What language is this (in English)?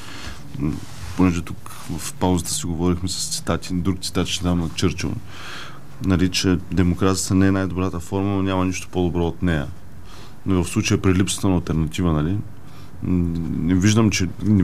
Bulgarian